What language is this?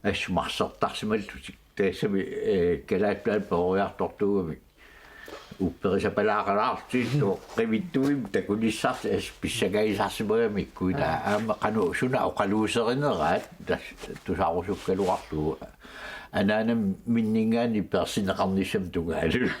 Kalaallisut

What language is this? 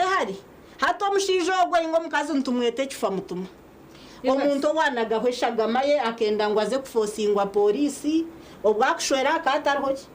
Nyankole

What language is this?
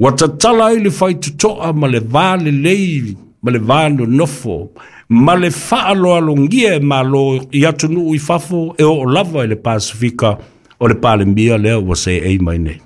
Samoan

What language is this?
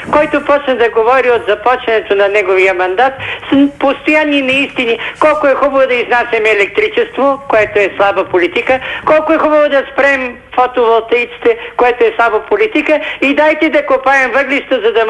Bulgarian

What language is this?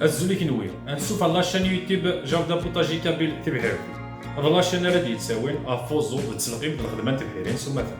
Kabyle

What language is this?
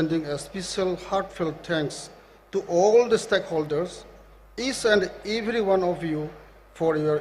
Tangkhul Naga (India)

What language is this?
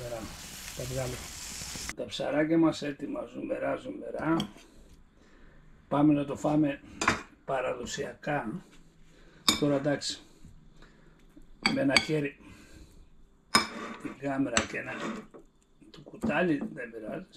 Greek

